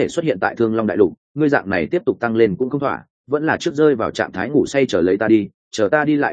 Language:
Vietnamese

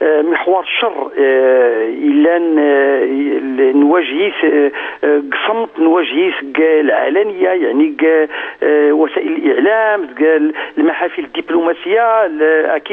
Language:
Moroccan Arabic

